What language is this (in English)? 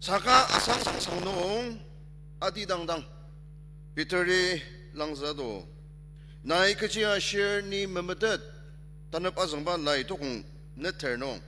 Ao Naga